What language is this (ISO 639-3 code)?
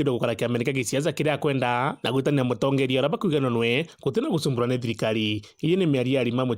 mer